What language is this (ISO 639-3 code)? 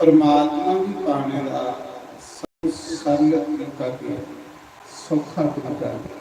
doi